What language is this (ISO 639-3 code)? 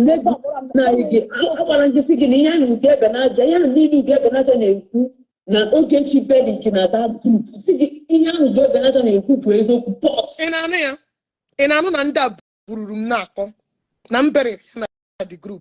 ibo